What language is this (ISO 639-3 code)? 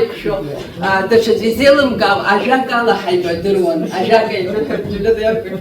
abk